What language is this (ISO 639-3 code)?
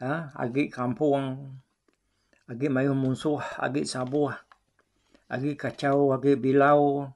iba